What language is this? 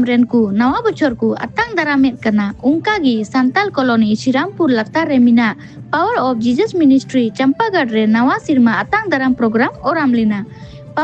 Santali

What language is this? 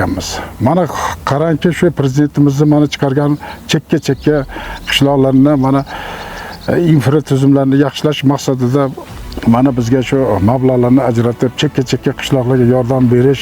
Uzbek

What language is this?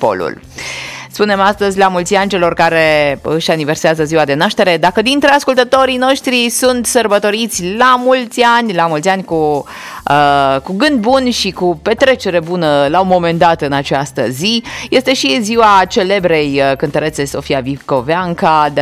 Romanian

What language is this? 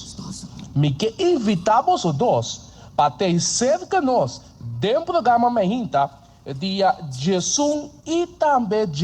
Papiamento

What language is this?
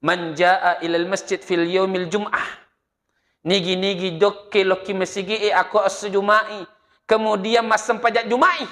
Buginese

